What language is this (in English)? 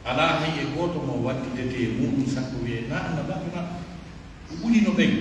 Pular